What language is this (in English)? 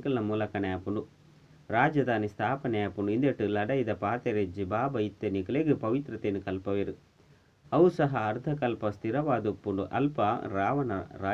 Tulu